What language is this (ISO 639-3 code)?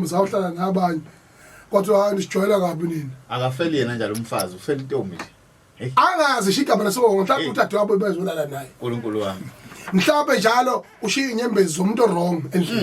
zul